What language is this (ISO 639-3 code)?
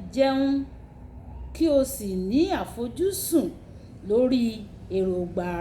yor